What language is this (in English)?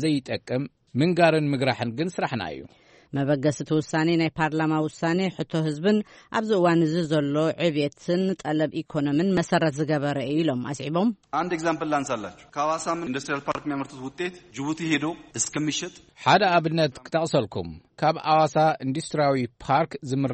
Tigrinya